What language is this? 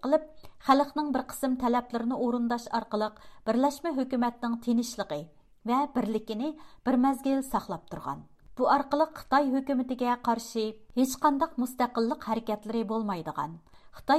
Uyghur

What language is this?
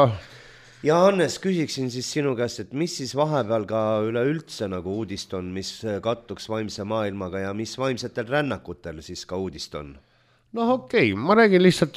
Estonian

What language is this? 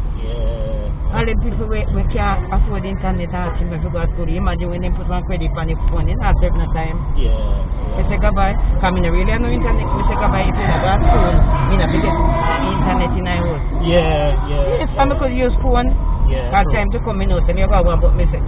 Jamaican Creole English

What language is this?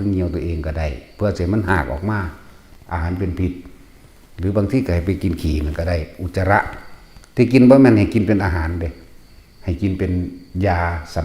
Northeastern Thai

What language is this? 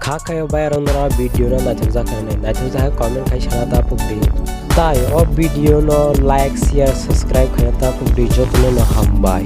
Kok Borok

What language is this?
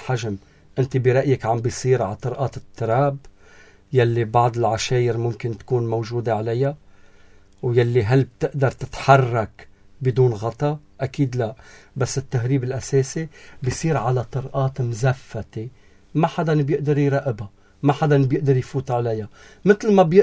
North Levantine Arabic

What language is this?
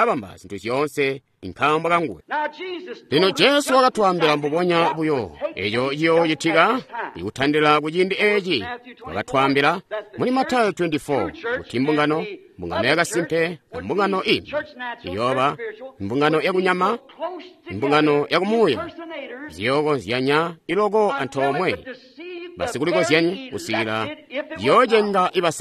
Tonga (Zambia)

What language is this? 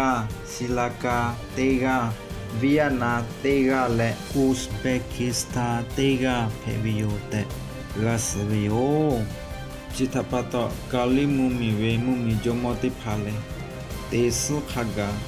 Lahu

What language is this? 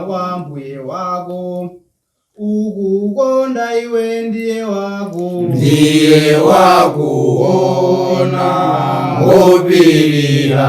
Nyanja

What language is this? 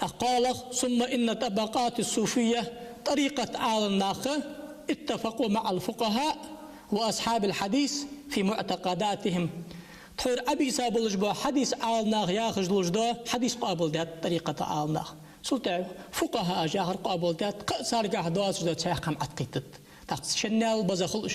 Ingush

